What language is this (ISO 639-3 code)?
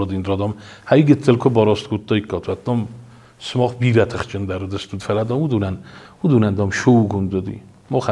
oss